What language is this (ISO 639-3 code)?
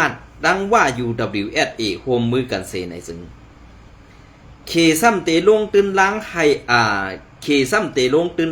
shn